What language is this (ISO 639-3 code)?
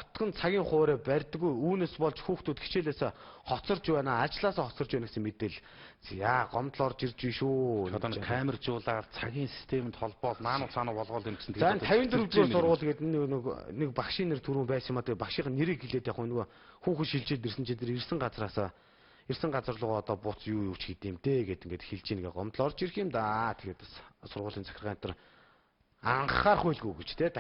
mon